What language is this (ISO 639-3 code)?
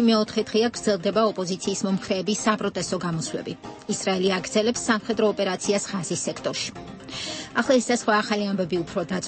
kat